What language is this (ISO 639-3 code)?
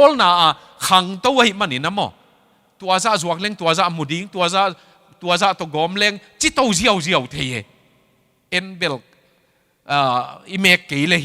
ctd